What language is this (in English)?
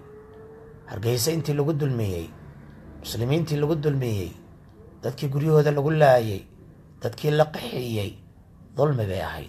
Somali